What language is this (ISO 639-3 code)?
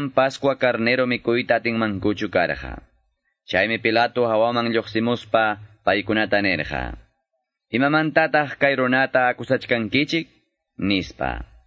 que